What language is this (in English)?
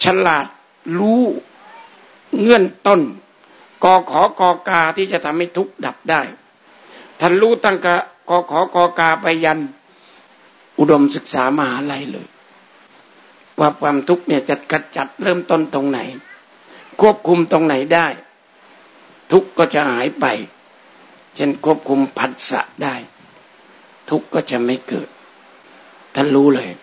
Thai